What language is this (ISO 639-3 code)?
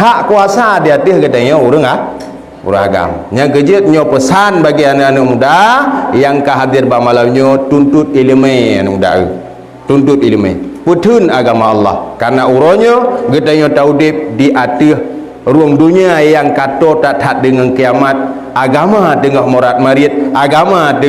ace